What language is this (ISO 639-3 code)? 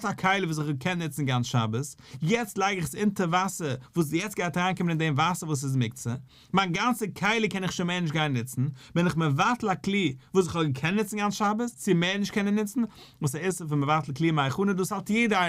yid